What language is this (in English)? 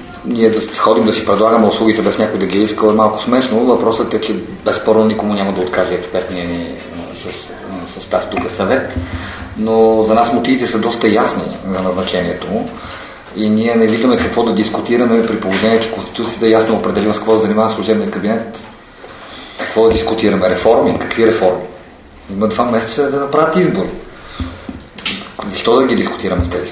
Bulgarian